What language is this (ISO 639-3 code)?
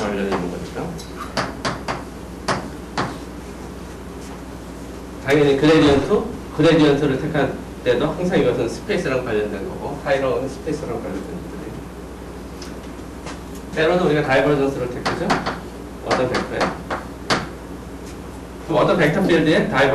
kor